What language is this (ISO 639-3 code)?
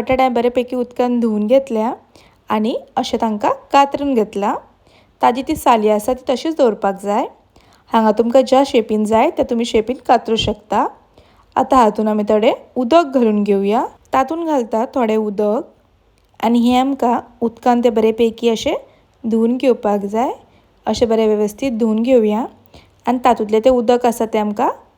kok